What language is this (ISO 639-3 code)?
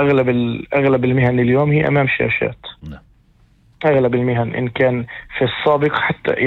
apc